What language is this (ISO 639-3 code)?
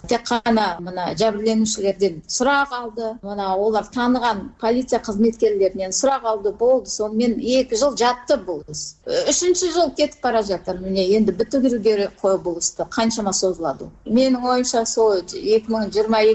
kir